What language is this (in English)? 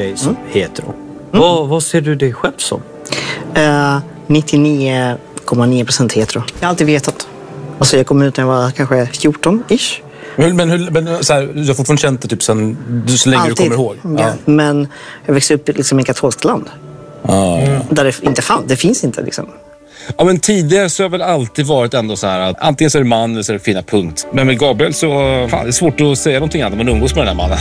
Swedish